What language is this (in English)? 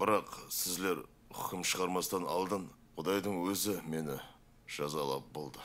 Kara-Kalpak